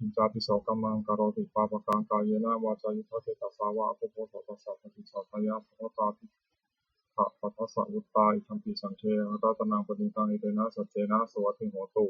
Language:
Pali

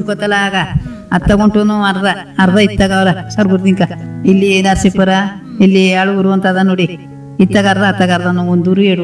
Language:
Kannada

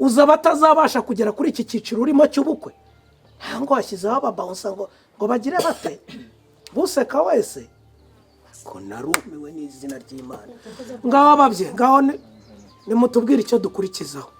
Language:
Kinyarwanda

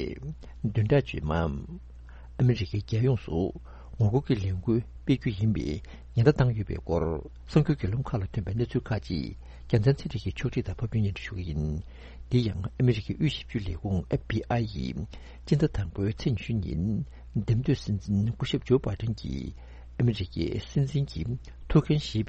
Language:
Tibetan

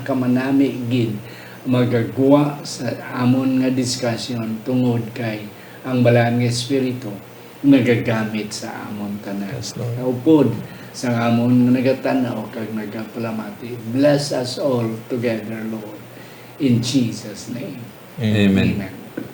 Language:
Hiligaynon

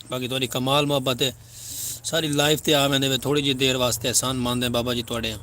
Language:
Saraiki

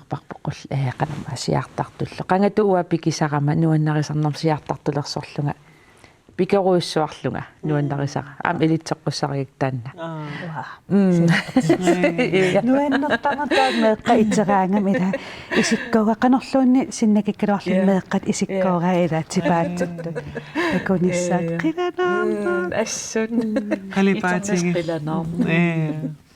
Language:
Kalaallisut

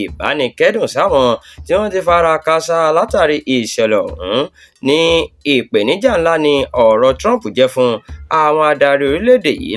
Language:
Yoruba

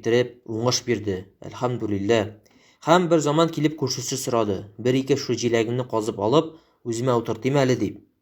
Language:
Tatar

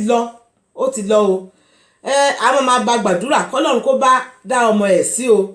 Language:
Yoruba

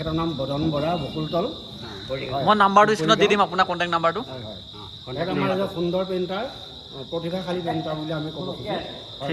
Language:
Assamese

